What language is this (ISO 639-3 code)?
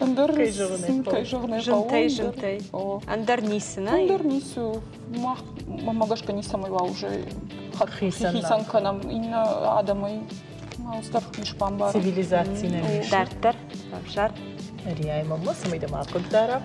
oss